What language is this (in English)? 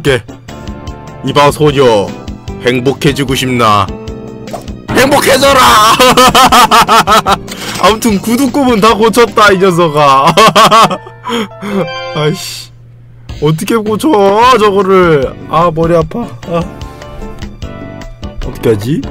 Korean